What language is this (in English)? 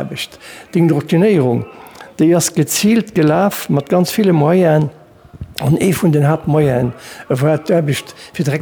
Luxembourgish